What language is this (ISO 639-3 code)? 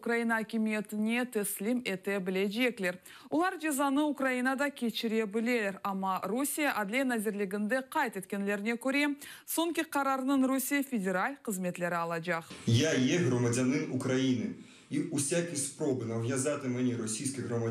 crh